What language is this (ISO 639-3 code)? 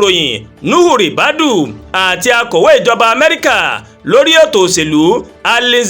yor